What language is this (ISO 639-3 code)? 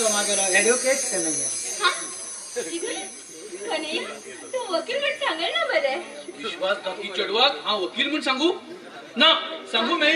kok